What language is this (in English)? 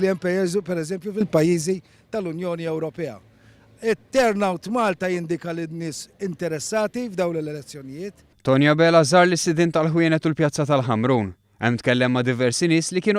Maltese